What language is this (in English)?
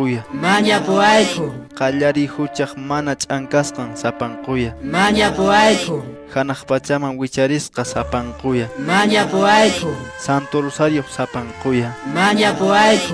Quechua